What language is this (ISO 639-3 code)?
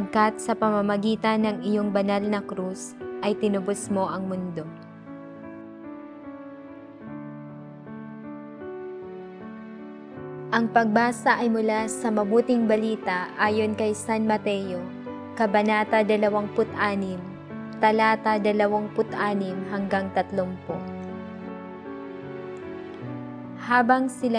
fil